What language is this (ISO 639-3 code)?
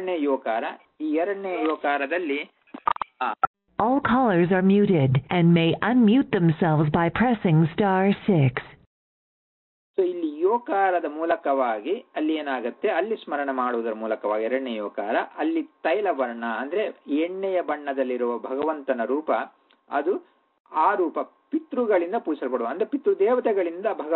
kan